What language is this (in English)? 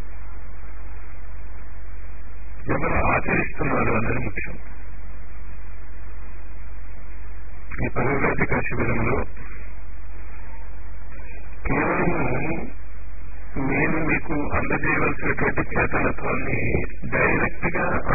Telugu